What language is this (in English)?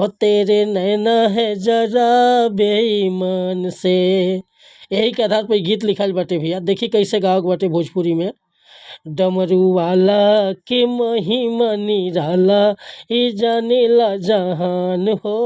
Bhojpuri